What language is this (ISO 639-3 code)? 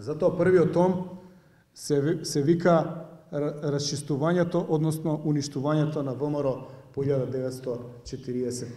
mkd